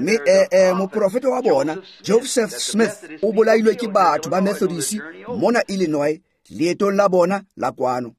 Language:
Tswana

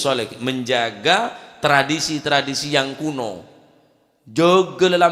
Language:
Madurese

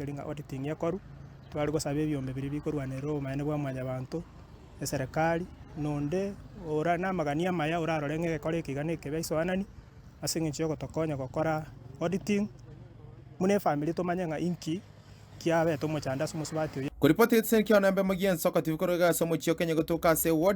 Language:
Gusii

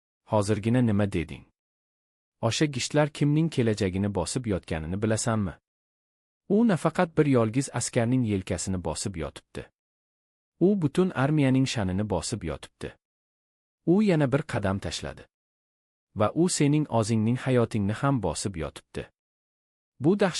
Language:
Uzbek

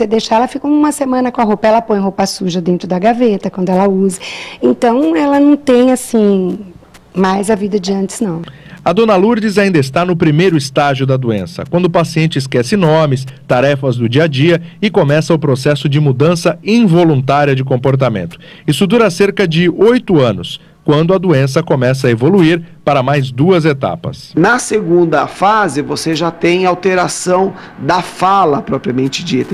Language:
Portuguese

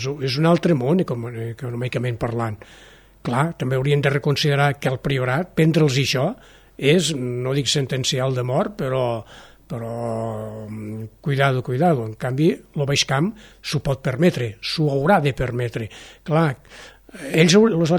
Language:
Catalan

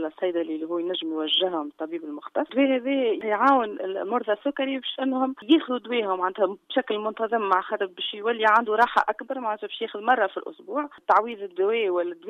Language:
Tunisian Arabic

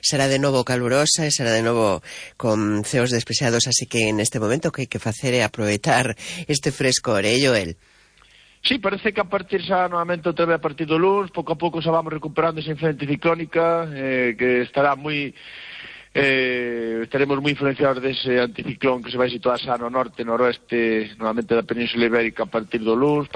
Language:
Galician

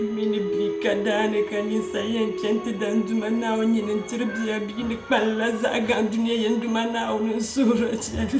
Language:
Dagbani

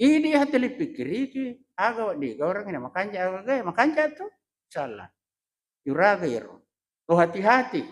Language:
Buginese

